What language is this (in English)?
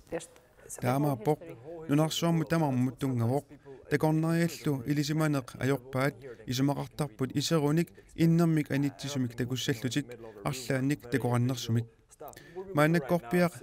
Kalaallisut